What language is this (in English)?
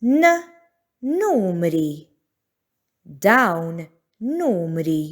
Maltese